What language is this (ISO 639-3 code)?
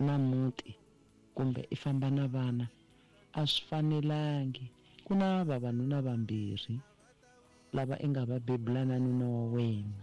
tso